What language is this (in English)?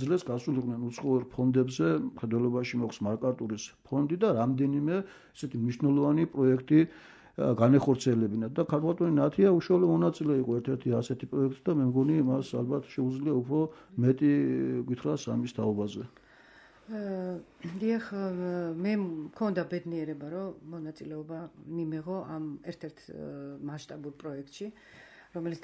Georgian